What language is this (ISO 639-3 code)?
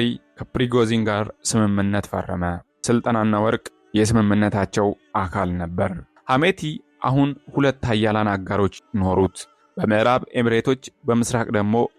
amh